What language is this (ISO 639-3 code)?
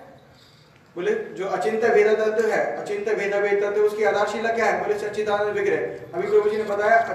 hin